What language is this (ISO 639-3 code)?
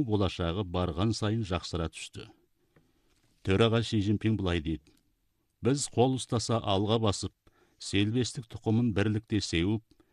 kaz